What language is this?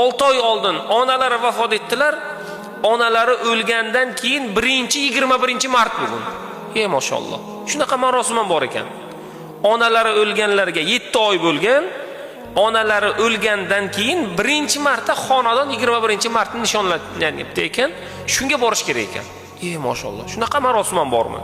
Uzbek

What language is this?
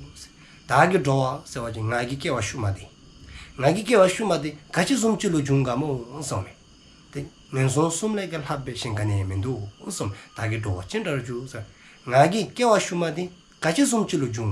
Dzongkha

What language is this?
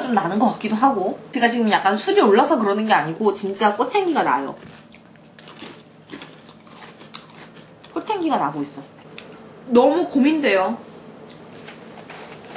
Korean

